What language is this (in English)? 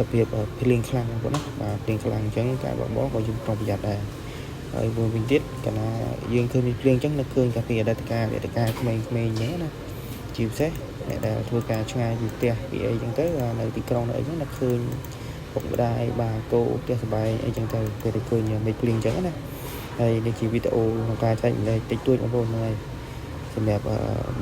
Khmer